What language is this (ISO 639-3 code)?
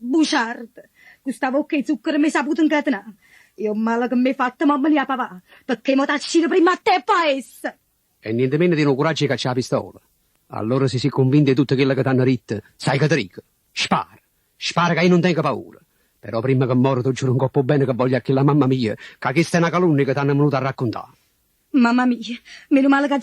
nap